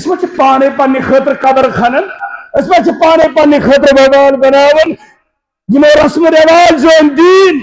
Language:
Kashmiri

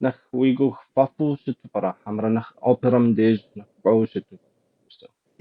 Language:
Kabardian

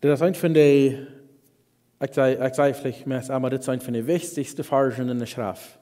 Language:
Plautdietsch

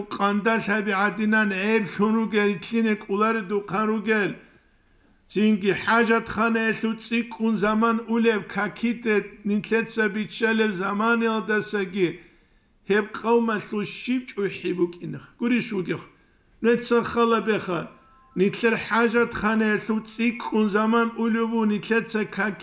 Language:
Avaric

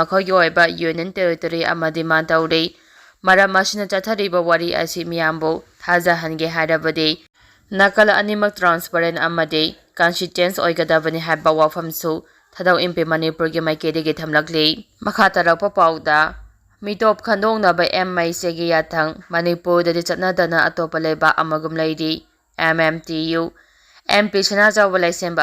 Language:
Manipuri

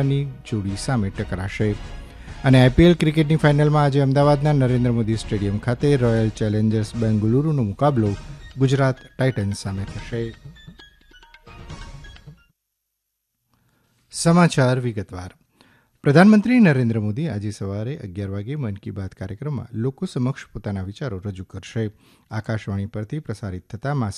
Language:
Gujarati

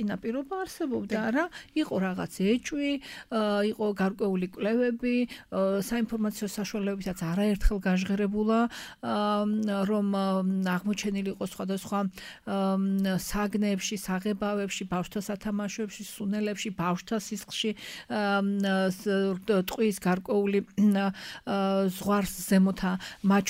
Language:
Georgian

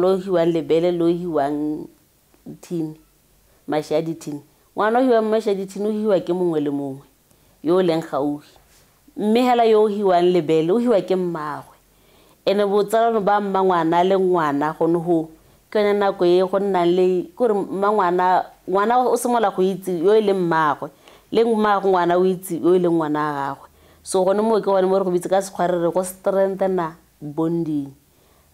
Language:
Tswana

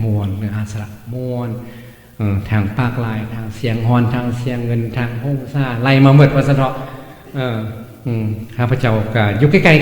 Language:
Lao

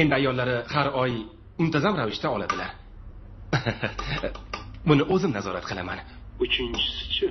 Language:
Uzbek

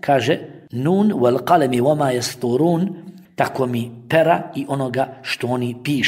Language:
Bosnian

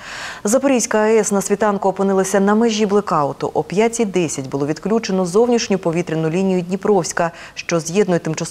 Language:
Ukrainian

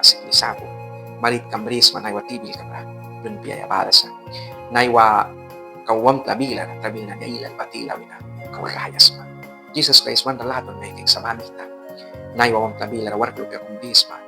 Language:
Mískito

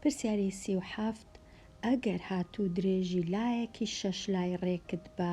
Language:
Central Kurdish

